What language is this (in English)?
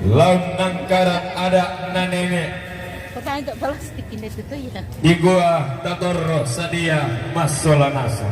Toraja-Sa'dan